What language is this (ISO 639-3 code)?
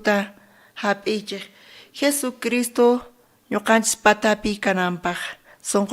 quh